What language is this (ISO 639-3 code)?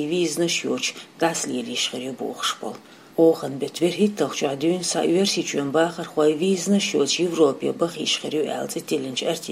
che